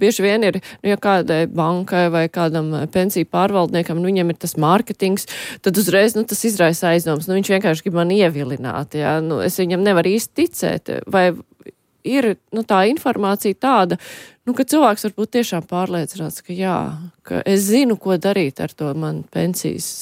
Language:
Latvian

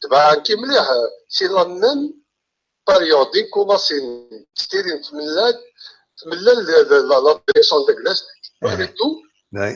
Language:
Kabyle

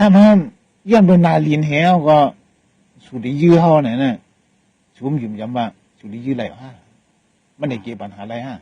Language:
Shan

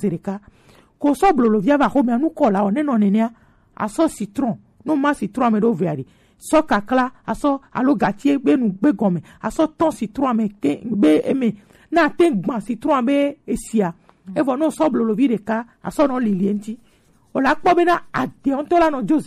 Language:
Gen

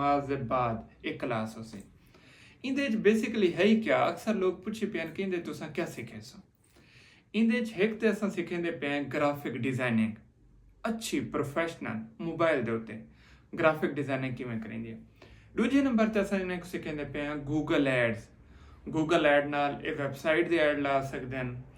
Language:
Saraiki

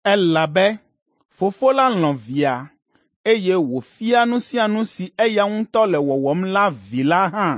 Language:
Ewe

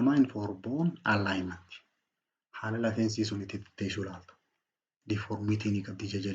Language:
Oromo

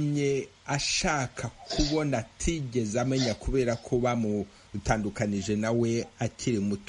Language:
Kinyarwanda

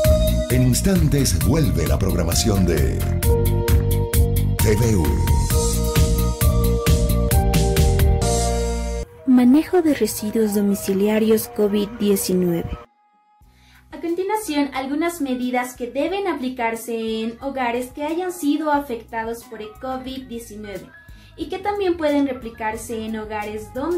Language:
Spanish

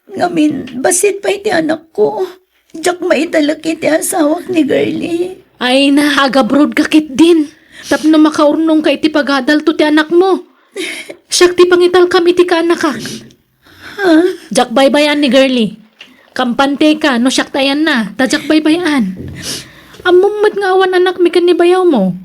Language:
Iloko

